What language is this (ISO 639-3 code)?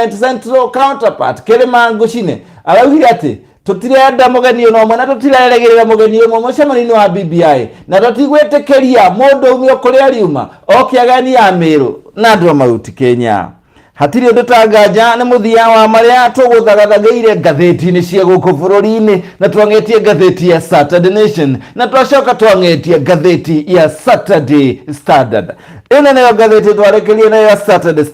kik